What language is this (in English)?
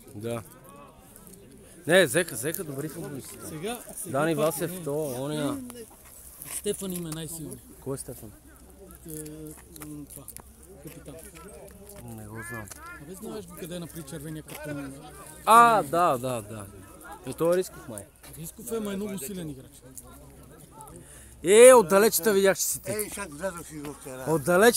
Bulgarian